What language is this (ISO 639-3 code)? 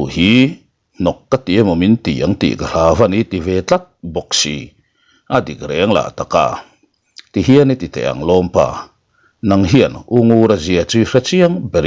lus